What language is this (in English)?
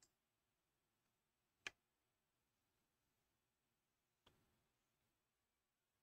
English